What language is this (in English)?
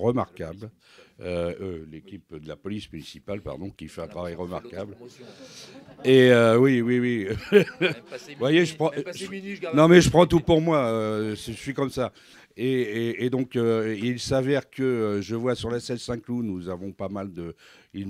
French